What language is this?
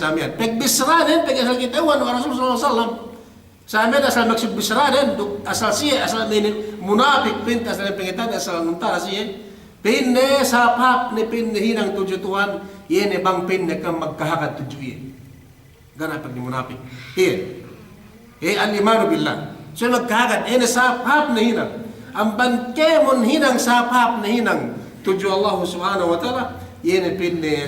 Yakan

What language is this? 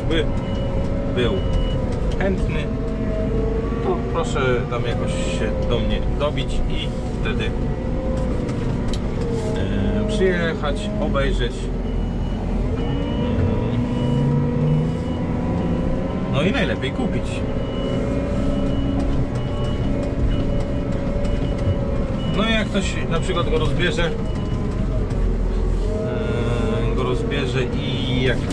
Polish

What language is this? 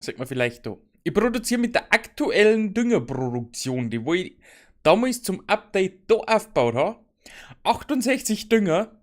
Bavarian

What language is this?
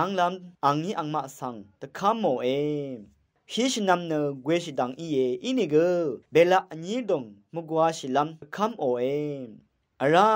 Rawang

